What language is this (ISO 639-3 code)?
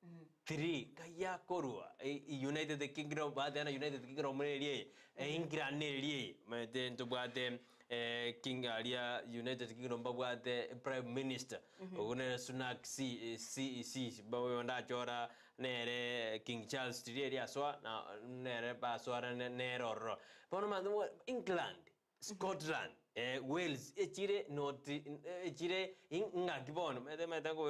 guz